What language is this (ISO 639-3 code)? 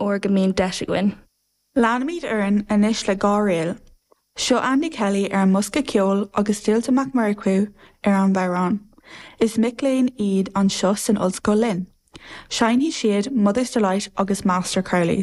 gle